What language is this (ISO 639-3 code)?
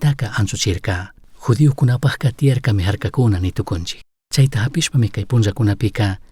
qug